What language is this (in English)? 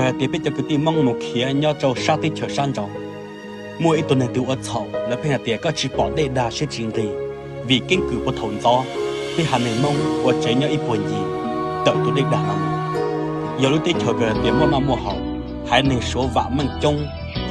Hmong